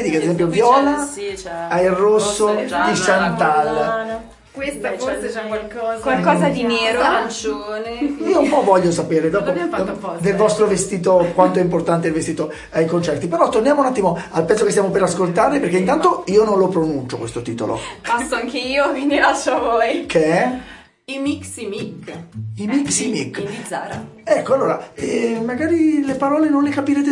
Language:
Italian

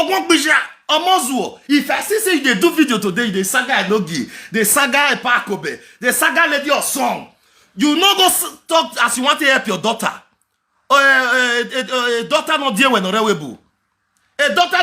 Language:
Nigerian Pidgin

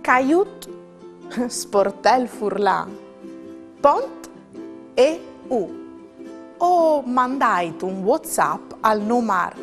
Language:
Friulian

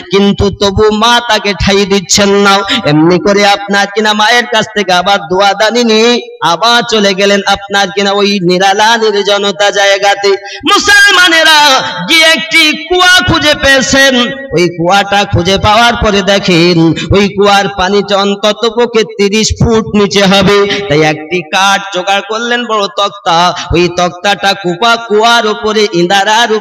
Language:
Bangla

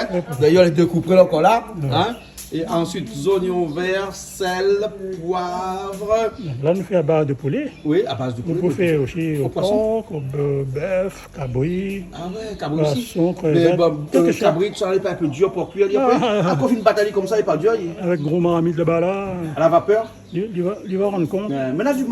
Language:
Réunion Creole French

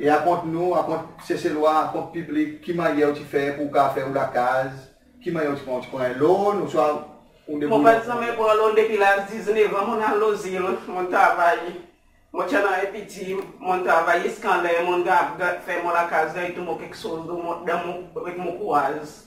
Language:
Seselwa Creole French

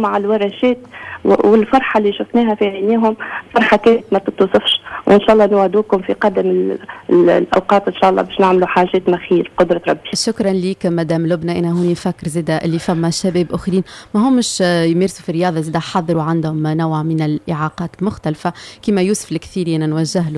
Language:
Tunisian Arabic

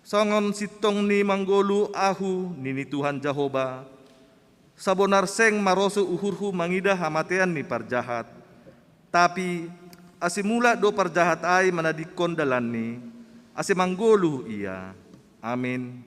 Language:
Batak Simalungun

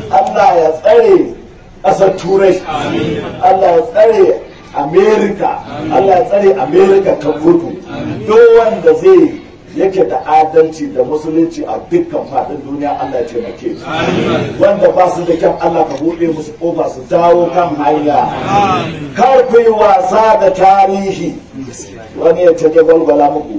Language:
Hausa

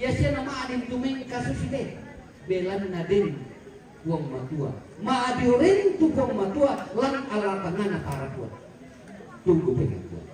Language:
Toraja-Sa'dan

